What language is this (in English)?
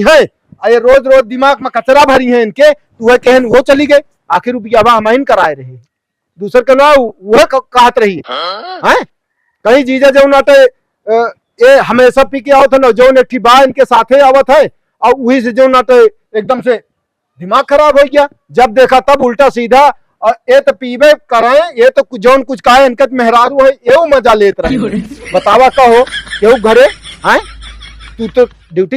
Awadhi